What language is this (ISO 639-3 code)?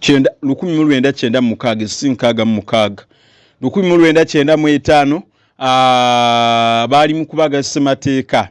lug